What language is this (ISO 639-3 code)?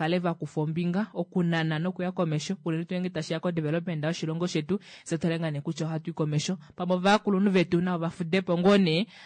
kua